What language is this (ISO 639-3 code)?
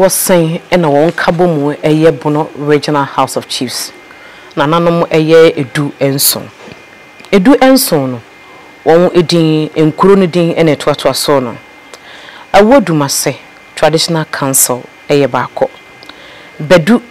aka